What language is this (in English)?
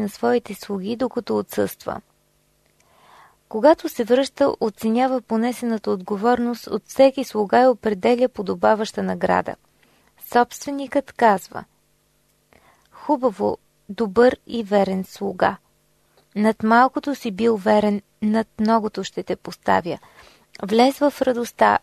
Bulgarian